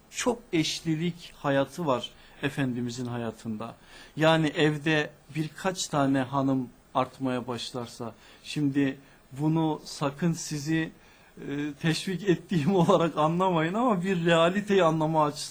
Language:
Turkish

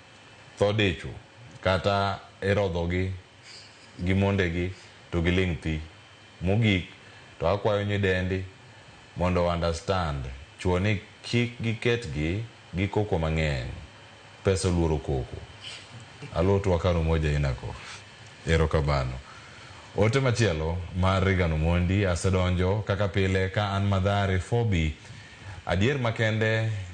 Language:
Luo (Kenya and Tanzania)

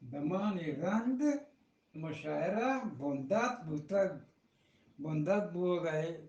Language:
Eastern Balochi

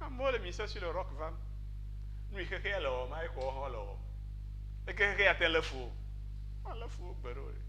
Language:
Ewe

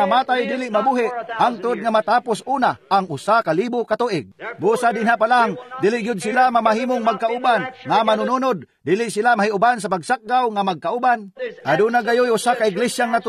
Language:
Cebuano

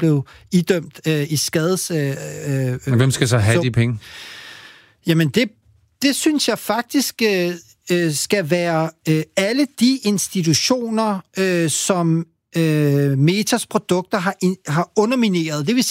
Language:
Danish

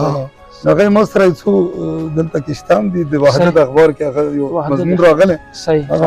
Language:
Pashto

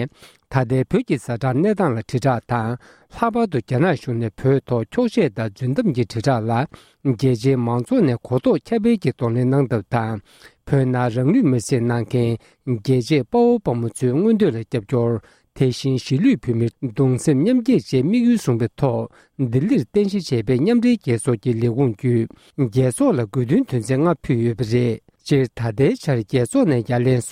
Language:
Tibetan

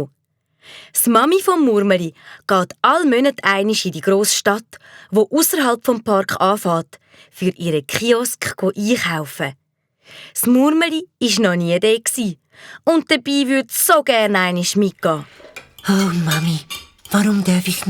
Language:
Swiss German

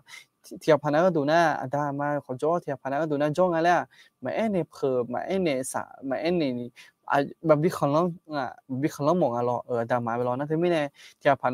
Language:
Akha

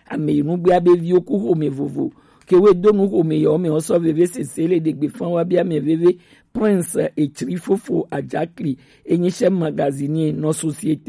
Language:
Gen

